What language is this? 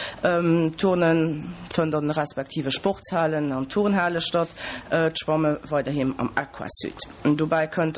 Luxembourgish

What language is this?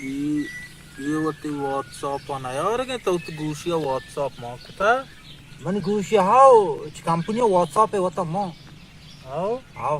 Baluchi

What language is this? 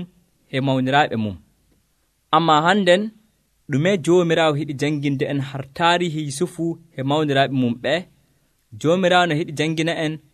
Nigerian Fulfulde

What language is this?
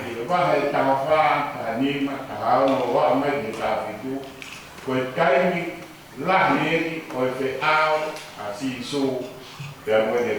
Tongan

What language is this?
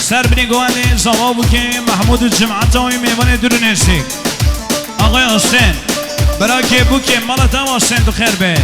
Kurdish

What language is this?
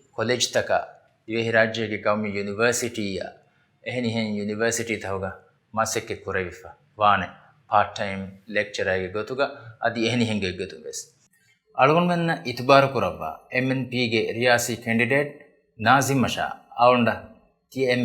Divehi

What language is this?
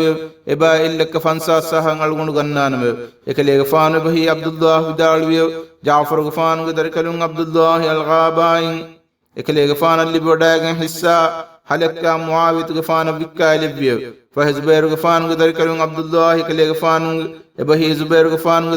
Divehi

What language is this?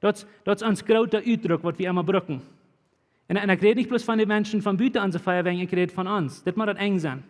Plautdietsch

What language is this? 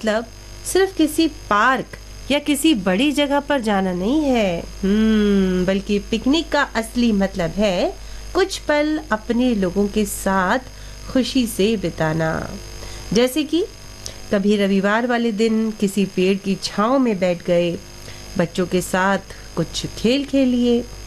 Hindi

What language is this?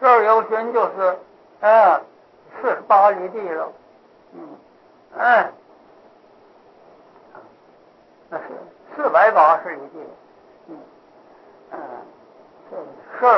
Chinese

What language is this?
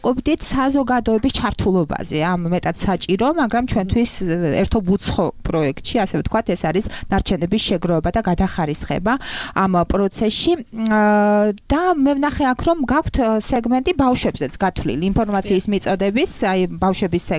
Georgian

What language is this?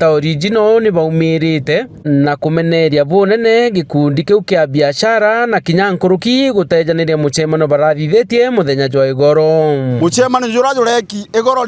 Meru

